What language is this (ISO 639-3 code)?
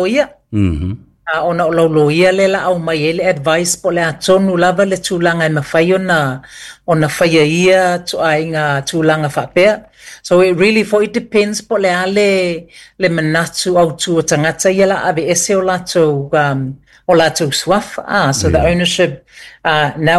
smo